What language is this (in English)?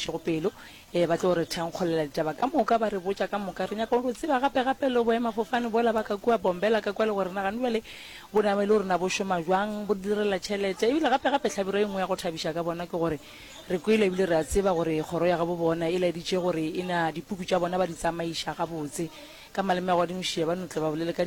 Northern Sotho